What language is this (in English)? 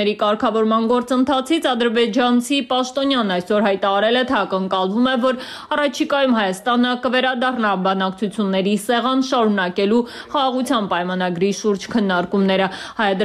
Armenian